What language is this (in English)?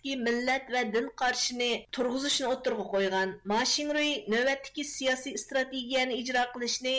Uyghur